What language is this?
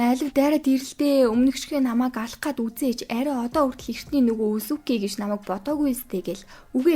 Mongolian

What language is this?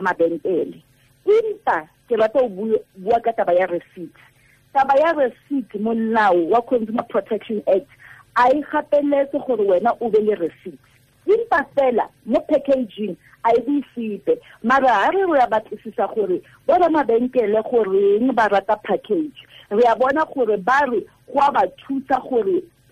Tswana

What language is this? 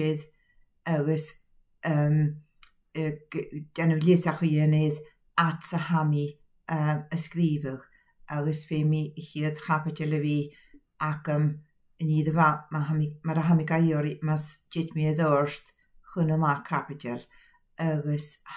Scottish Gaelic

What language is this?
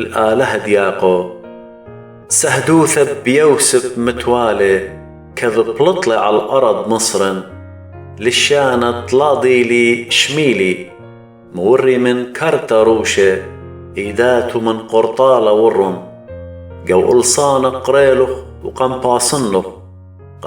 Assyrian Neo-Aramaic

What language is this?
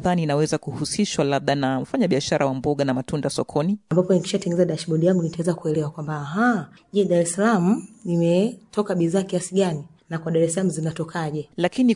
Swahili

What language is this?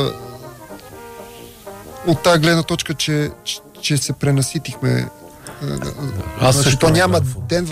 Bulgarian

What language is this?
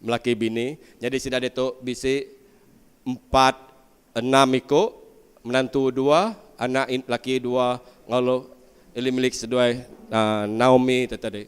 Iban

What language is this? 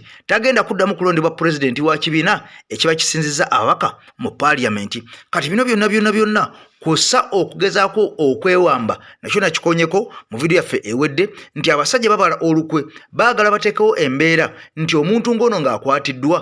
Ganda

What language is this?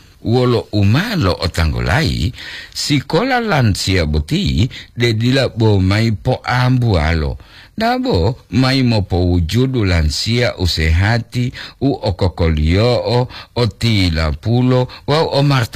Gorontalo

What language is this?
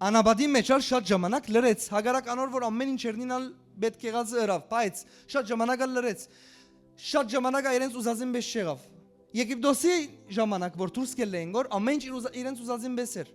Western Armenian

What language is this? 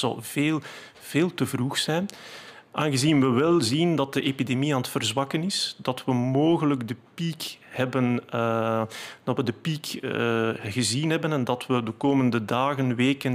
Dutch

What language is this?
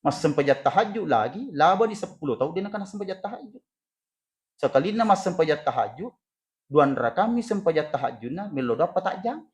Buginese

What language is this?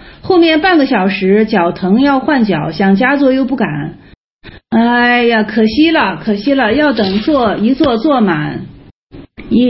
Chinese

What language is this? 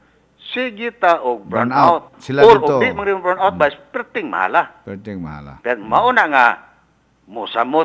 Cebuano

